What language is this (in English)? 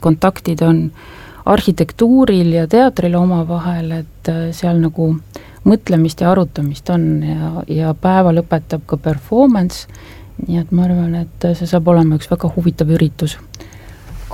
Estonian